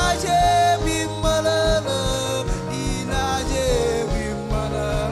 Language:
Marshallese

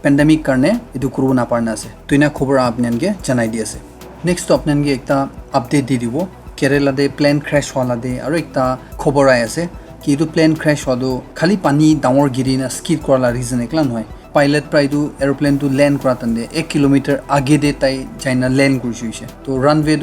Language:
Naga Pidgin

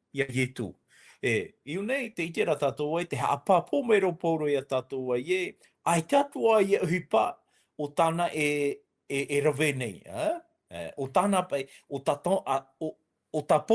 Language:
Tahitian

